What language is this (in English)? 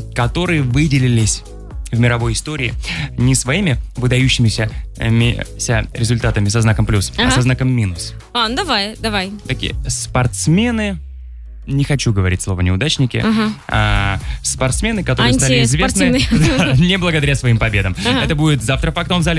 Russian